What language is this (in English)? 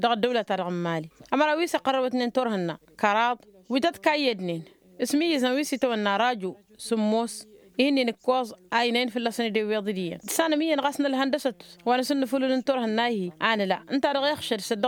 Tamasheq